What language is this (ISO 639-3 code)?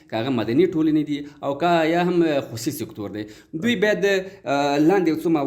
pus